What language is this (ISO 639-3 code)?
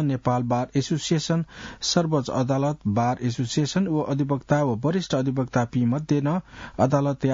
new